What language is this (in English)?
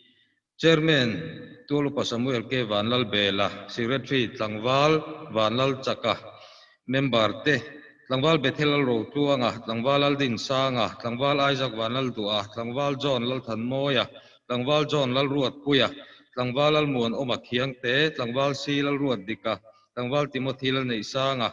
Mizo